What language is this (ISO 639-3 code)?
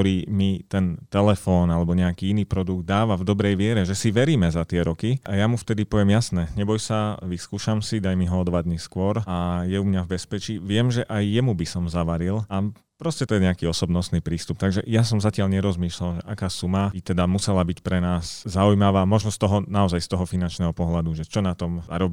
slk